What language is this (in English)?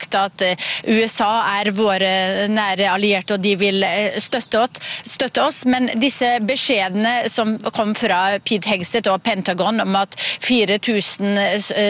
Norwegian